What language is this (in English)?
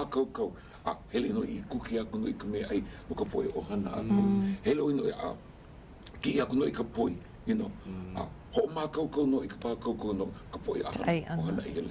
Hawaiian